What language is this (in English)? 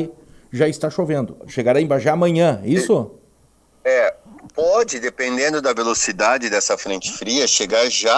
Portuguese